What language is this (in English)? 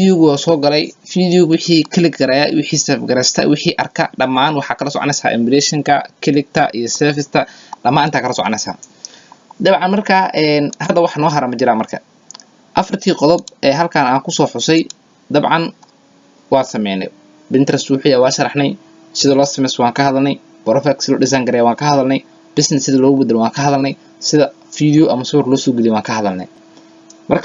Somali